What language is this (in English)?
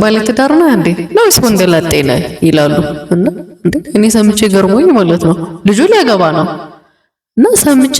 Amharic